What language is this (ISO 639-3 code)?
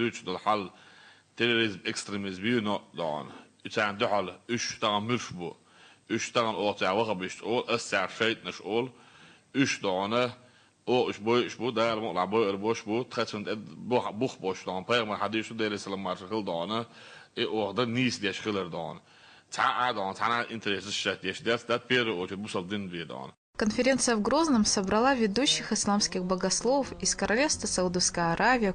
che